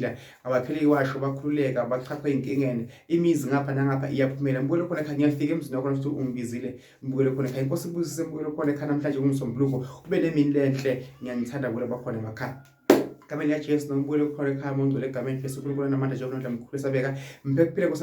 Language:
Zulu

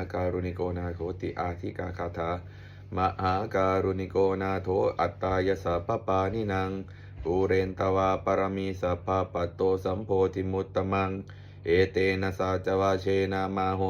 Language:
Pali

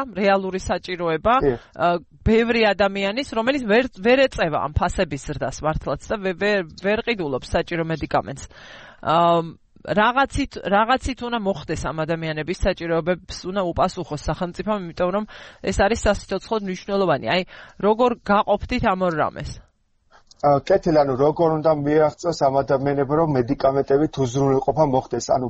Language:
Georgian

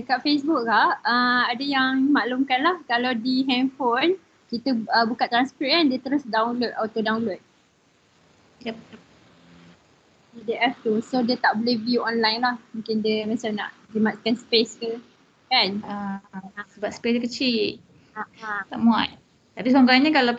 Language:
Malay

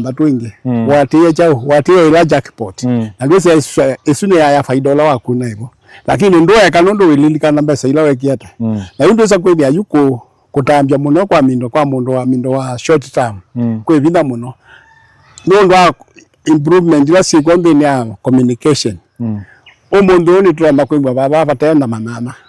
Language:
Kamba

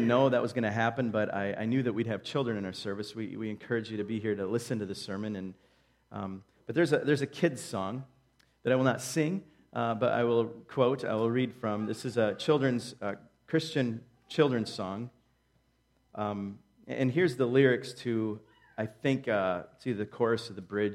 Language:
English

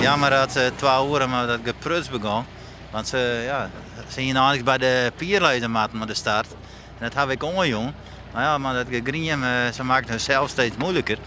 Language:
Western Frisian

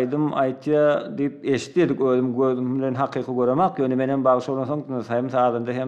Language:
Turkmen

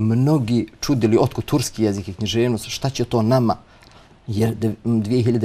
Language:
Bosnian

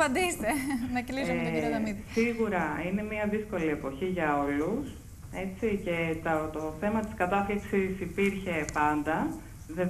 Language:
Greek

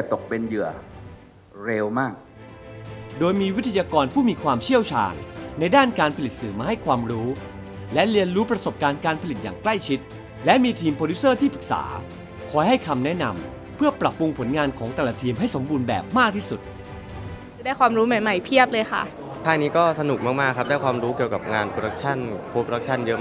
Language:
Thai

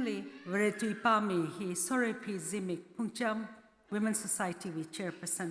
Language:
Tangkhul Naga (India)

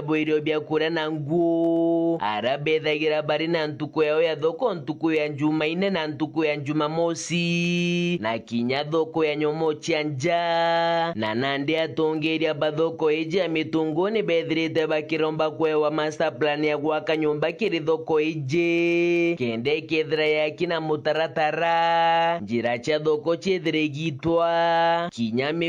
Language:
Meru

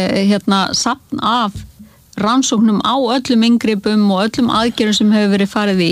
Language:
Icelandic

